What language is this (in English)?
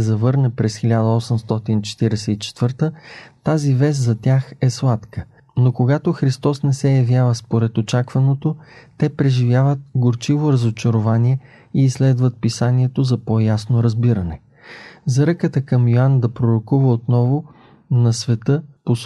Bulgarian